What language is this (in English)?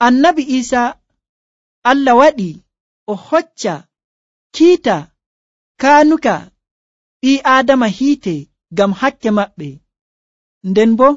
Nigerian Fulfulde